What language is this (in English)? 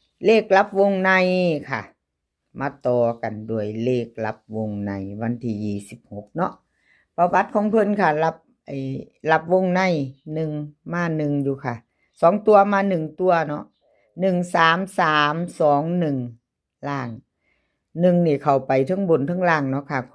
Lao